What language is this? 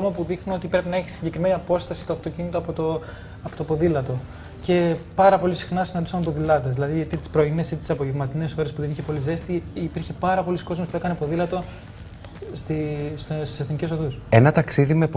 Greek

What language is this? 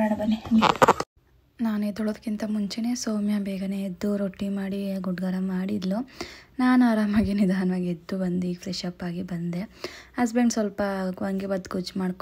Kannada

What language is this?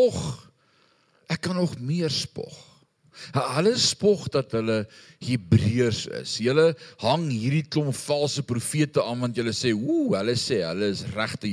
Afrikaans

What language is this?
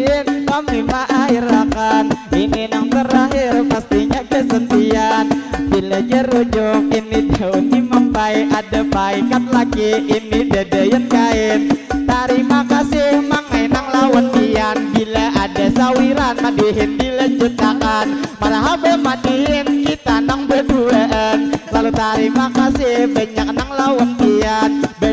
Banjar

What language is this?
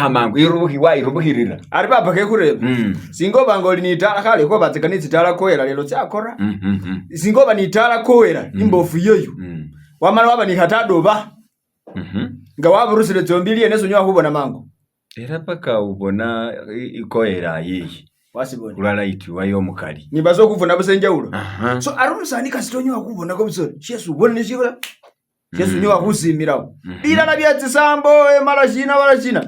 Masaaba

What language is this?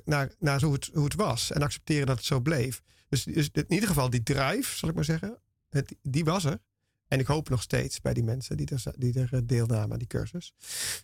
Dutch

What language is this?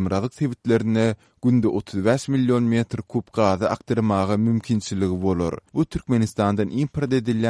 Turkmen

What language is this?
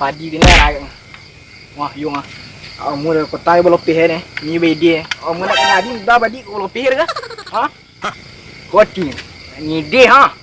Minangkabau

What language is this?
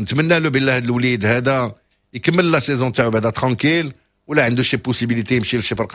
Moroccan Arabic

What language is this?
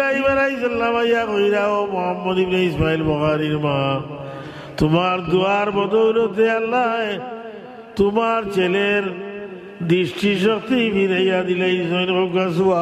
Sylheti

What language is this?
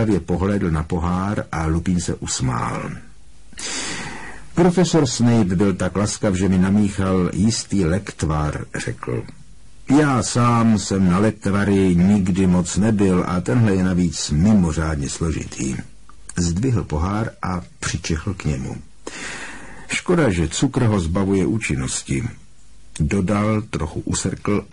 Czech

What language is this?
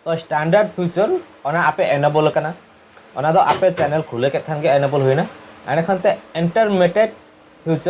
Santali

